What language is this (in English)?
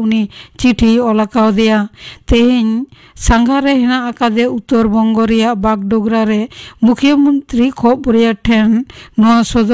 Santali